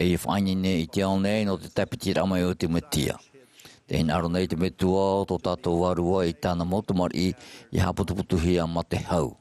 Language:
Tahitian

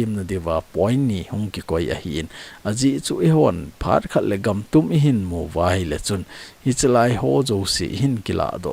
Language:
Thado Chin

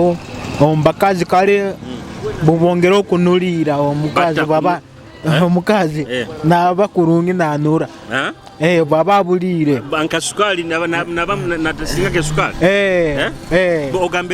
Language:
Nyoro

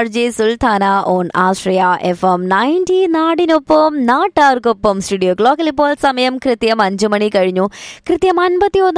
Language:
Malayalam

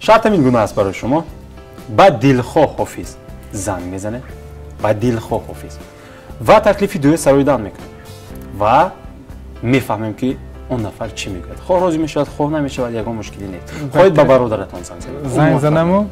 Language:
Tajik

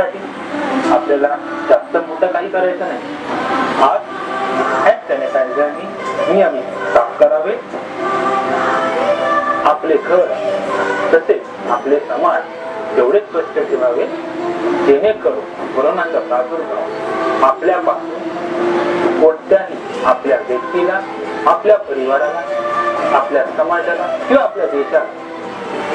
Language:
Marathi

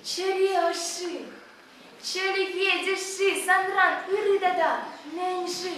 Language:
Chuvash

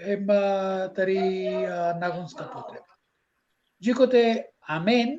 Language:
Balkan Romani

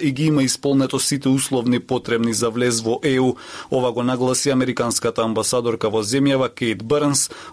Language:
Macedonian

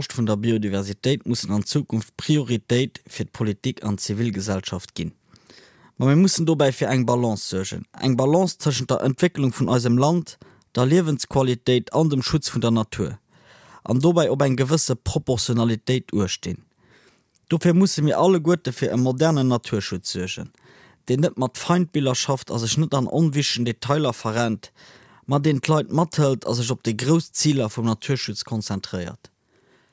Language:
Luxembourgish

